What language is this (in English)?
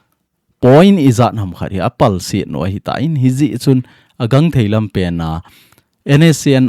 Thado Chin